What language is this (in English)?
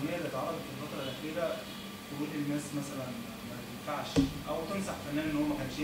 Egyptian Arabic